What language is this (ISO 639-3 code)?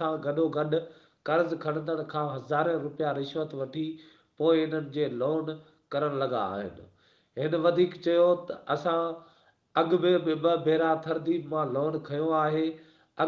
snd